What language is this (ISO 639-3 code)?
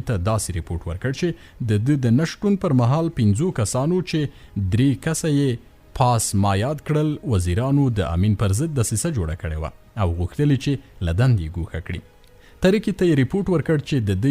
pus